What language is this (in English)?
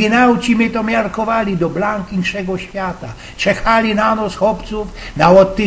Silesian